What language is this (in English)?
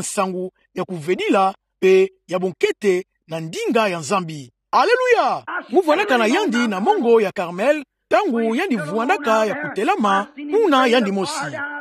Kituba (Democratic Republic of Congo)